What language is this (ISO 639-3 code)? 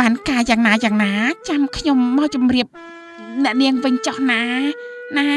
khm